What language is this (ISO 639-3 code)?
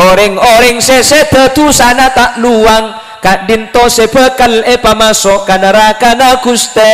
mad